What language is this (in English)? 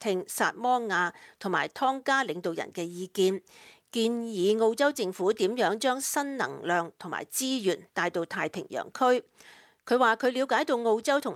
Cantonese